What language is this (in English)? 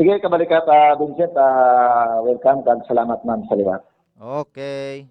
Hiligaynon